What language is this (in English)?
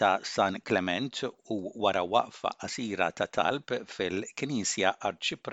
Maltese